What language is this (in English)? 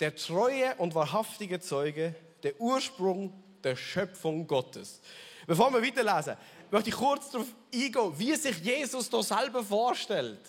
Swiss German